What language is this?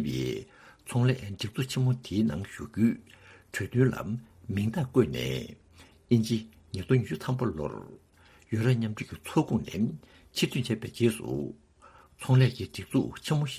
Tibetan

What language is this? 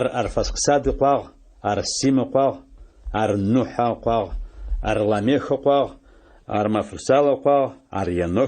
Adyghe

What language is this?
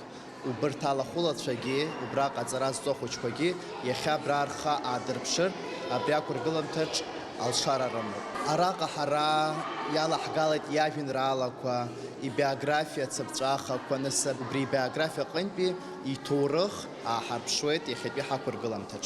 Abkhazian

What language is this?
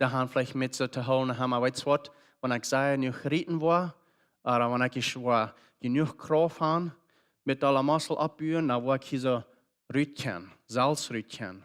Plautdietsch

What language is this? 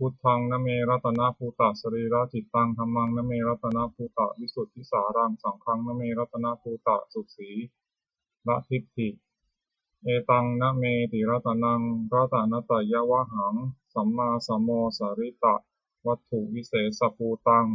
Pali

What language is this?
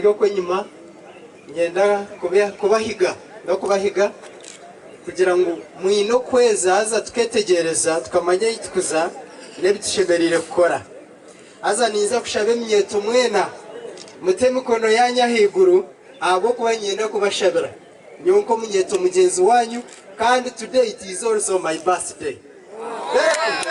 Nyankole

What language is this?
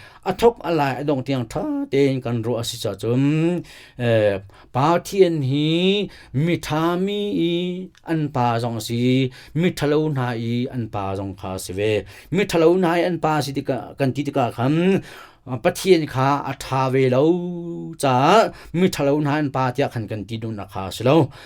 Hakha Chin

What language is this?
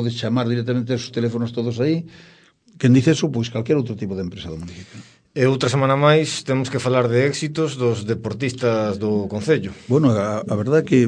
Galician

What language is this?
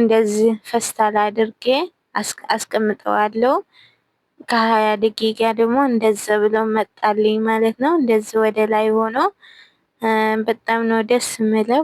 Amharic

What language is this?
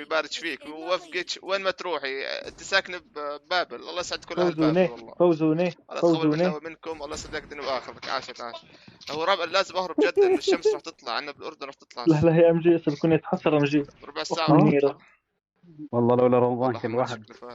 North Levantine Arabic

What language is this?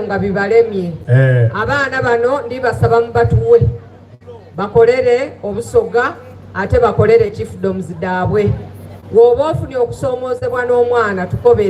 Soga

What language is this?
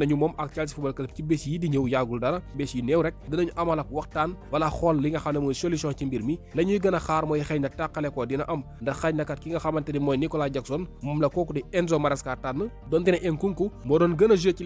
Wolof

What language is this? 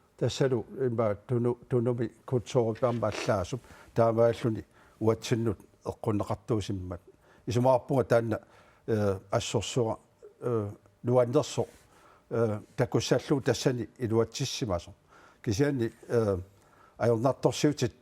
Kalaallisut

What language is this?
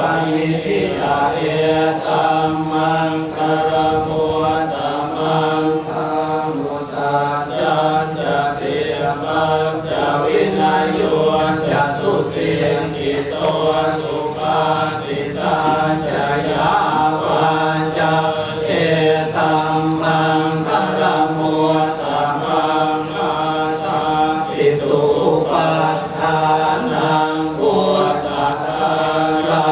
Pali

